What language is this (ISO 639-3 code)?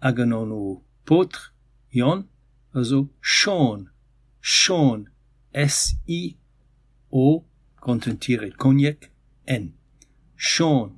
bre